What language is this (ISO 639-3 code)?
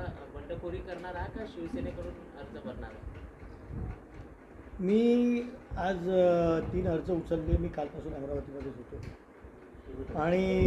mar